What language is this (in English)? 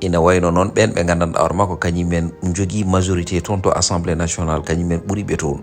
Fula